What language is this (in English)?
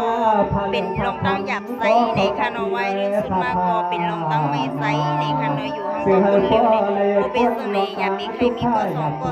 Shan